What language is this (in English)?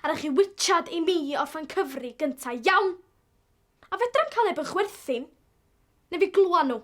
Welsh